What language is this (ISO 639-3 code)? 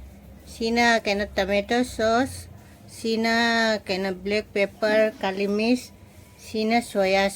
mni